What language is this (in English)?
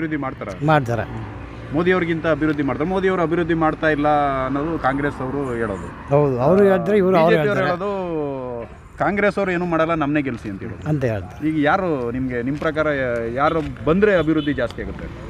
Kannada